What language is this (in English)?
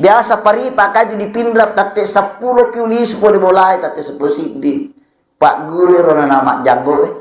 Buginese